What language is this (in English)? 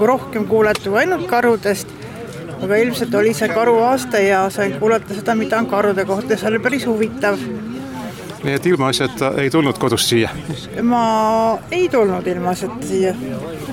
Estonian